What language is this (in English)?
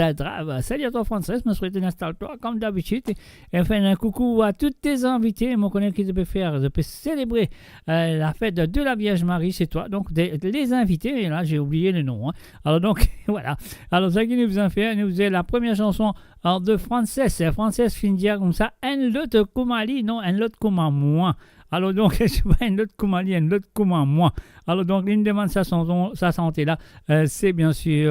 Morisyen